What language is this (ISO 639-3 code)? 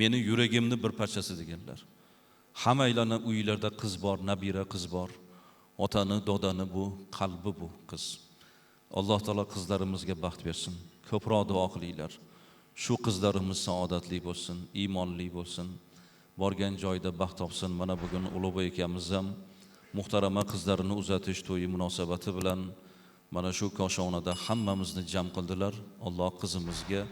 uzb